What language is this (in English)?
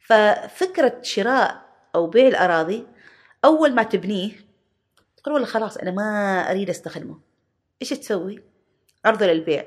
Gulf Arabic